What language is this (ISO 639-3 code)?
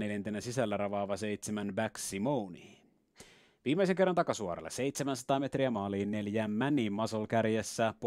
fin